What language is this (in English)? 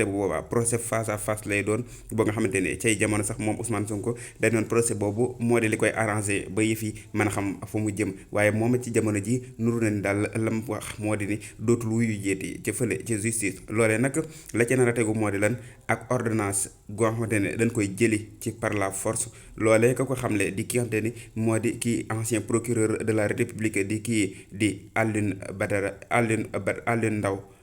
Wolof